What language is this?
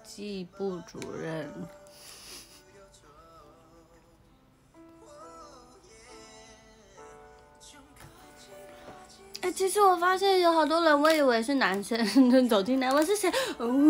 Chinese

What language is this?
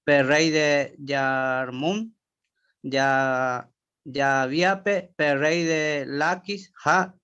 Guarani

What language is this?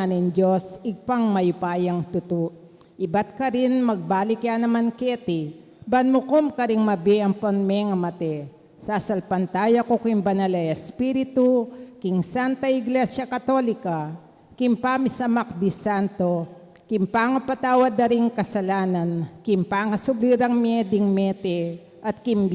Pampanga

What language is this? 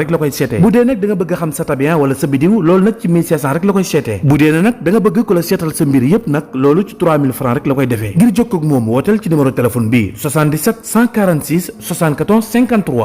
Wolof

